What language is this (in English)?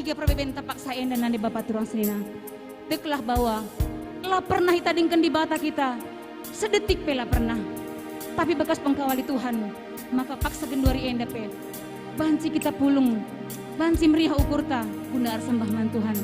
Batak Karo